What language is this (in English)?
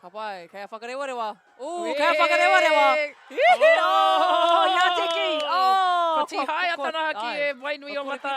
Māori